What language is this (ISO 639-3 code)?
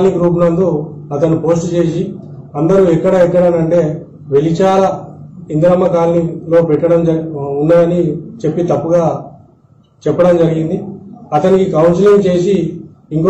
tel